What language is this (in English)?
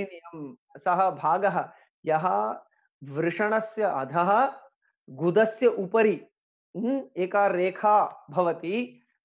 Sanskrit